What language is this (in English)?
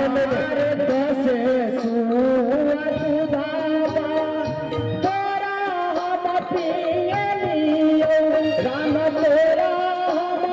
Maithili